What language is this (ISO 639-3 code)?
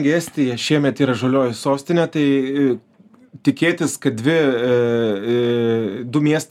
lit